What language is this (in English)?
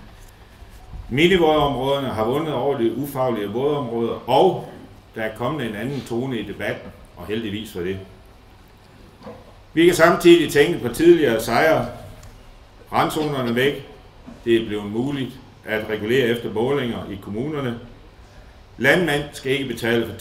Danish